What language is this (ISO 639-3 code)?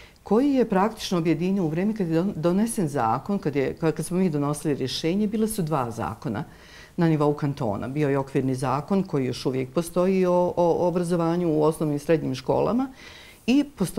bos